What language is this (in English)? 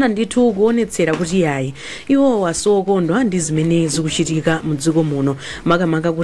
Nyanja